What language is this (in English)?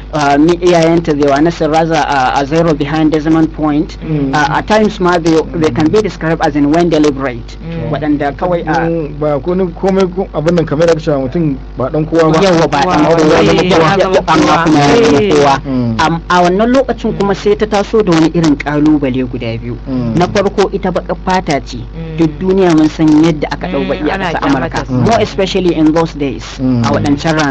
Hausa